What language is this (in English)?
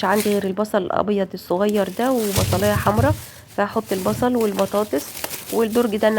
Egyptian Arabic